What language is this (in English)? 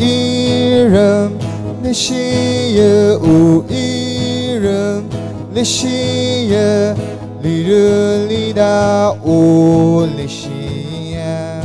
Tangkhul Naga (India)